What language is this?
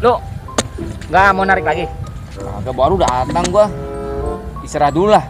Betawi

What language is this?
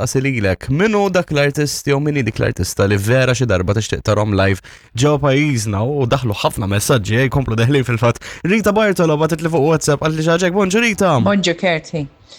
Maltese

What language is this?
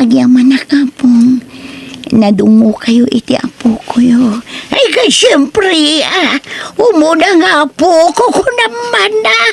Iloko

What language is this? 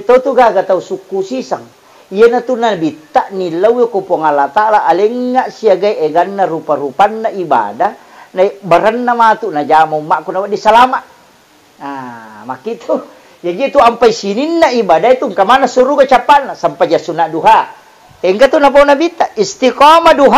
Buginese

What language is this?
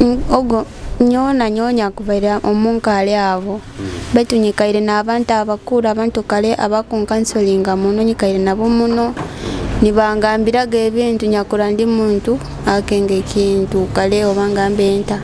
Nyoro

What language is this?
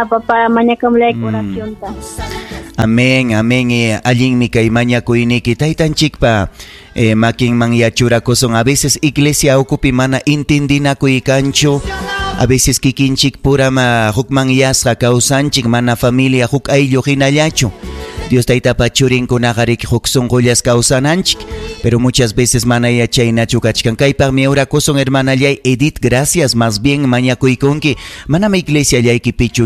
Ayacucho Quechua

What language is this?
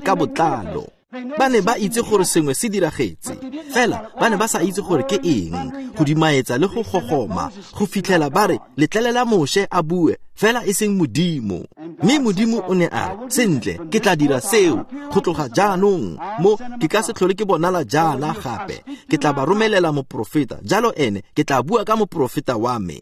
Tswana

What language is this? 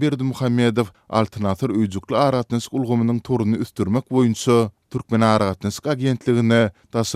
Turkmen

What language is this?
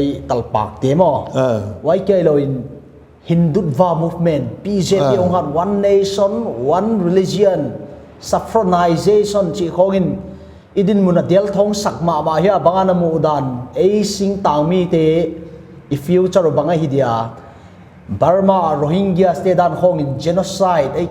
Paite Chin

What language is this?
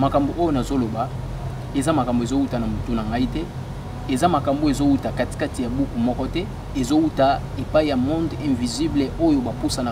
Lingala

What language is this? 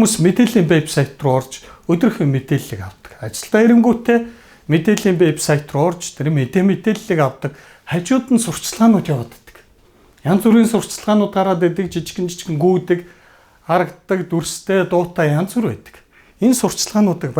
Mongolian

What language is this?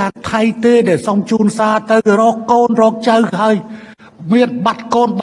Khmer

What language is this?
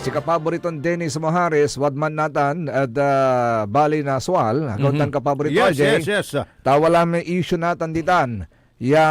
Pangasinan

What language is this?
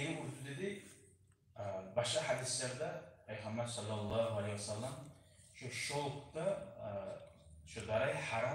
Kumyk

